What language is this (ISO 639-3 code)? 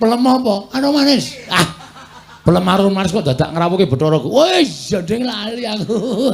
jav